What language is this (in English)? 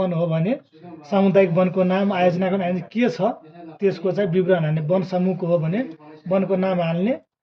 Nepali